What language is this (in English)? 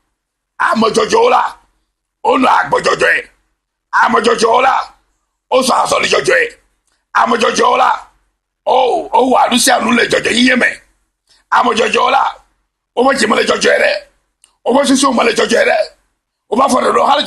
Ewe